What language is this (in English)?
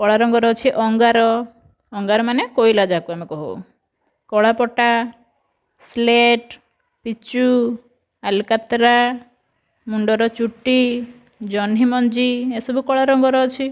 Odia